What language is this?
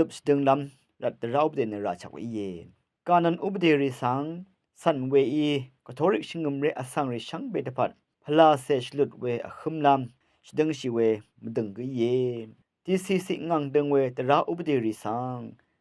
Rawang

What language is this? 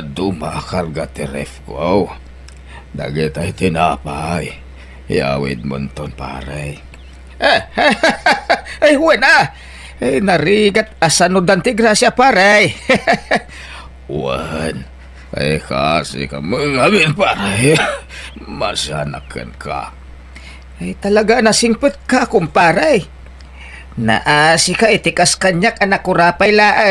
Iloko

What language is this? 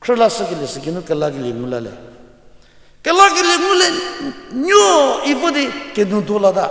Angami Naga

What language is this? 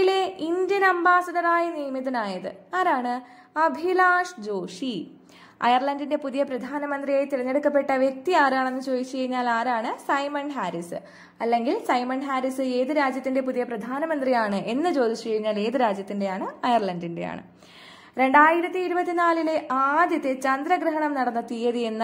Malayalam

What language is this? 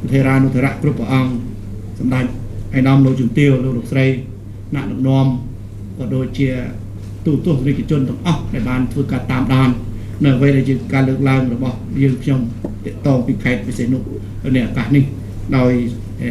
Khmer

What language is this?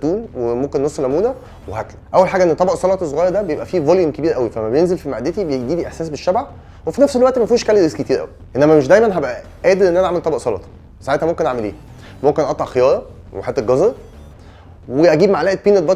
Egyptian Arabic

